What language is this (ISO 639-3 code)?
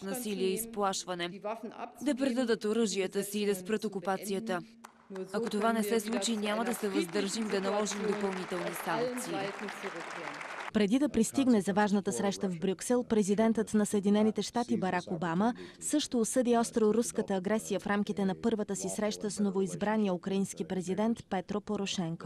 bul